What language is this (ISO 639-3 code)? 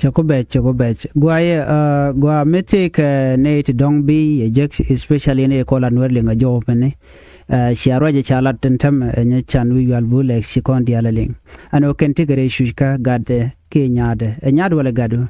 nus